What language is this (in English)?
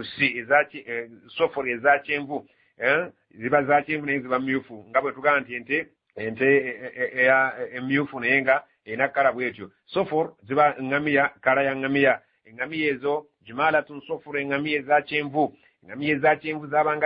Ganda